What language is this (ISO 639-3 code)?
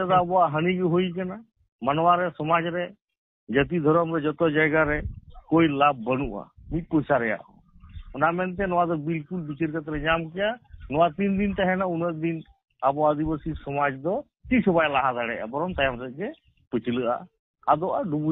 sat